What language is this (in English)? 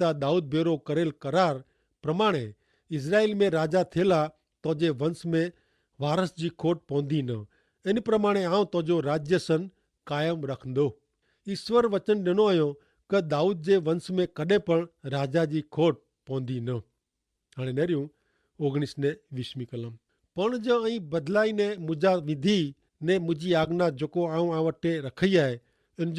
Kachhi